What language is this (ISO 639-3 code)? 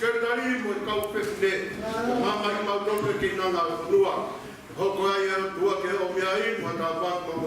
ton